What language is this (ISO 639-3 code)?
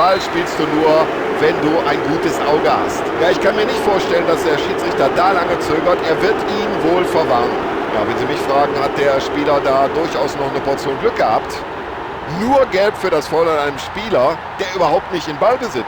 bar